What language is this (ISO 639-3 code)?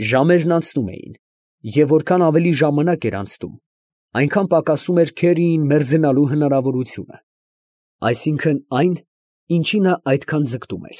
hye